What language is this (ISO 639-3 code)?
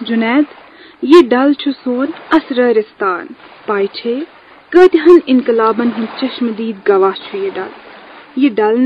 kas